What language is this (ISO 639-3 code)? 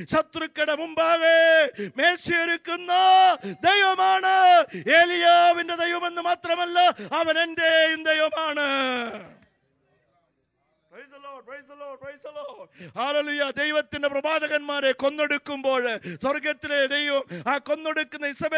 mal